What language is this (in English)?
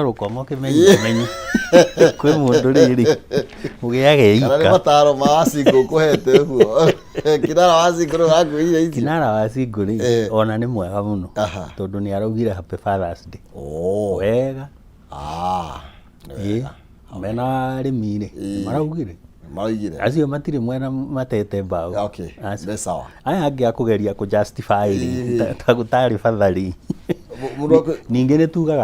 Kikuyu